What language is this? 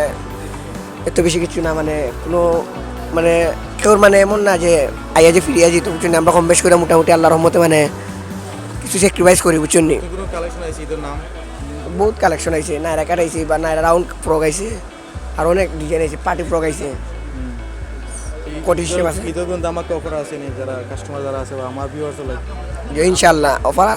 Sylheti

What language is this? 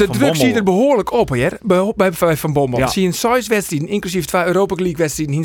Western Frisian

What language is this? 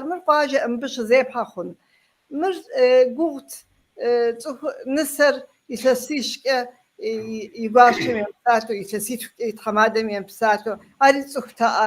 Kabardian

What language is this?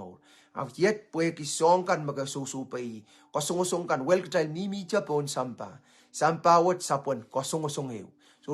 Pohnpeian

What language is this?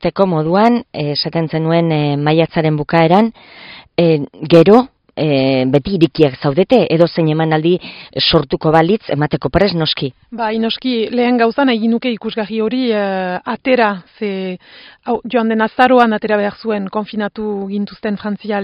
Basque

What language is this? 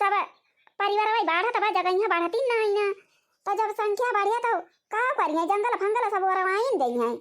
Awadhi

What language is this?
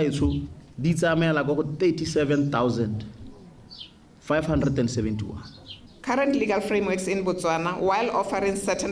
Tswana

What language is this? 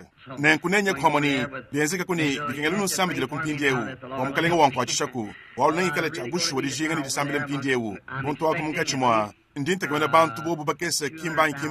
Luba-Lulua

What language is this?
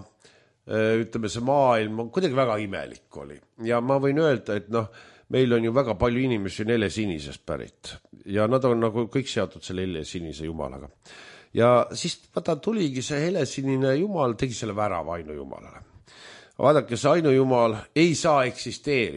Estonian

